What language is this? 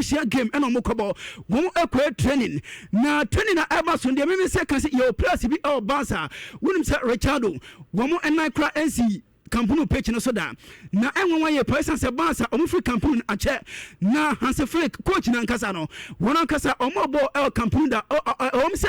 Akan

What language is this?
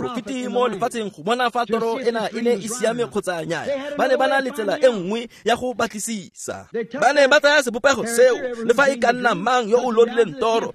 Tswana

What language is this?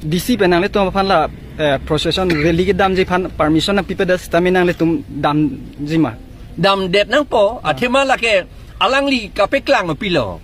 Karbi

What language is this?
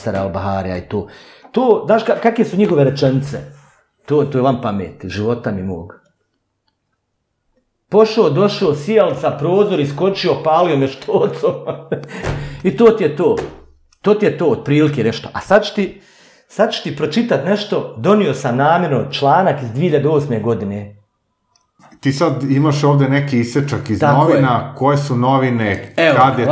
Bosnian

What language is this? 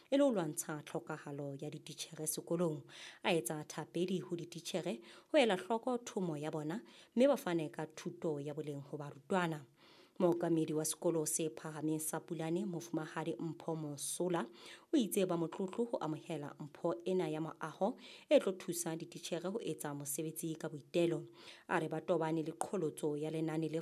Southern Sotho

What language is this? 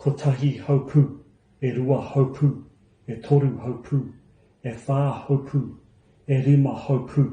Māori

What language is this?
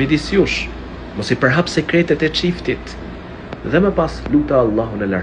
Albanian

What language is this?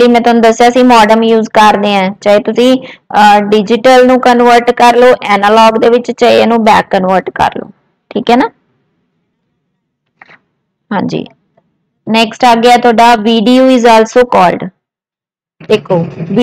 Punjabi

